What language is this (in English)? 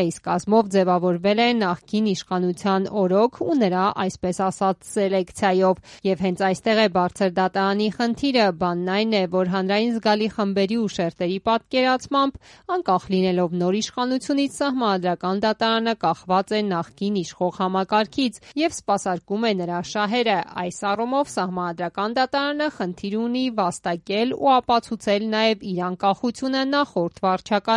Armenian